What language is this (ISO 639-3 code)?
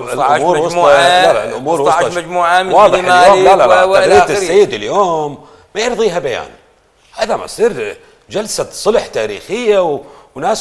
acm